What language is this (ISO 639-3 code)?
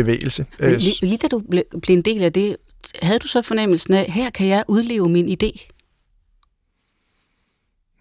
dan